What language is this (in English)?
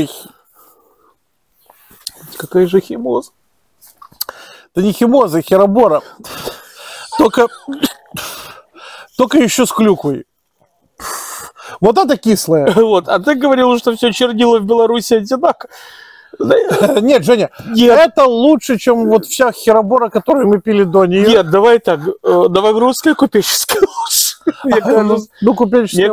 Russian